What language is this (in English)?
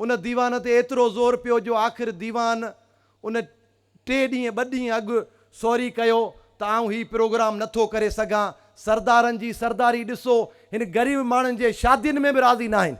Sindhi